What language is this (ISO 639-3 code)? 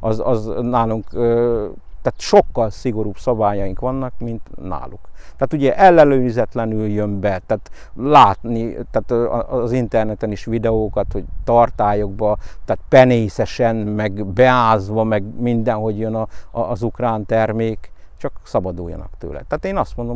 hun